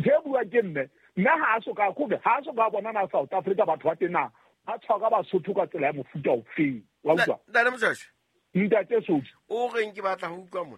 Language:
Southern Sotho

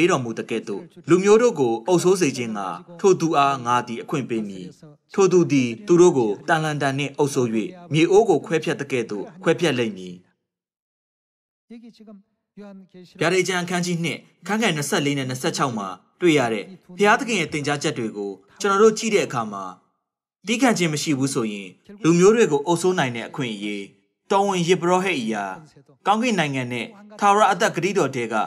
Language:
Burmese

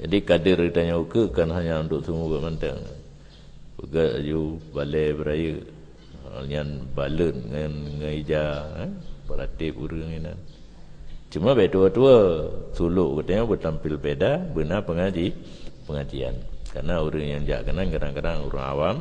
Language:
Achinese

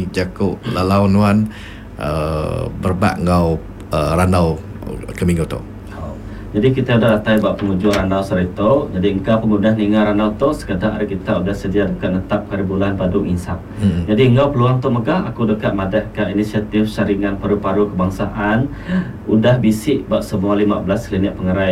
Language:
Iban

